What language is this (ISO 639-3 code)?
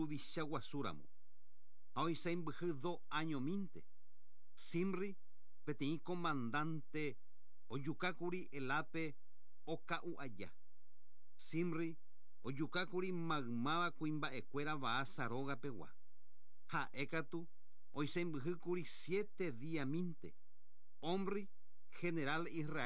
grn